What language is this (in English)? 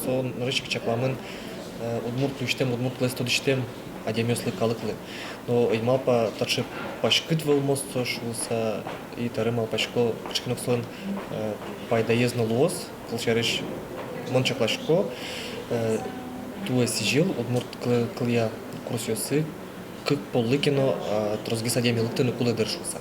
Udmurt